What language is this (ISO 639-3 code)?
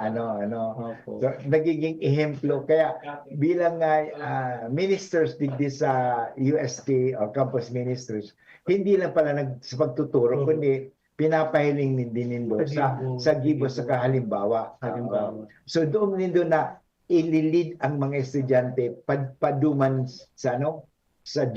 bik